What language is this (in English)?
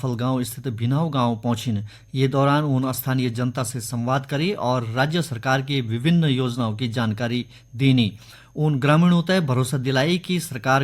Garhwali